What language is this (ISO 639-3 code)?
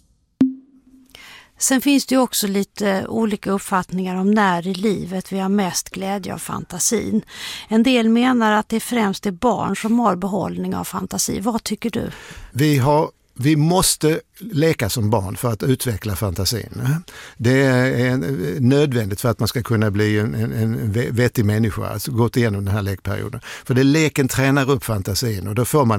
swe